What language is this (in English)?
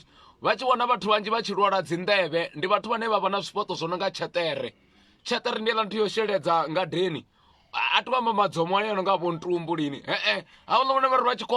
Venda